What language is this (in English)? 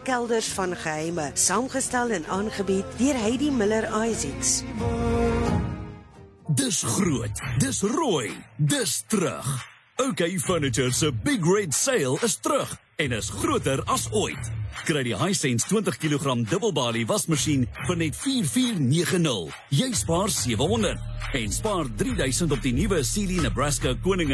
Afrikaans